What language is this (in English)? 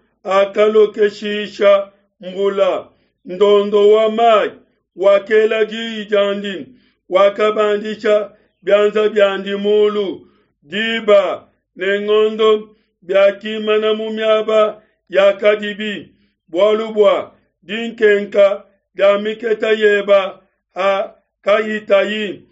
Luba-Lulua